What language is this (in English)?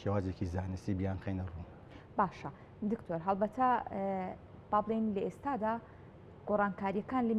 Central Kurdish